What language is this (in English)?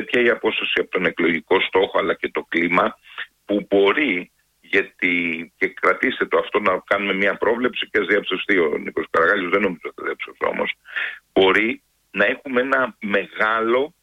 Greek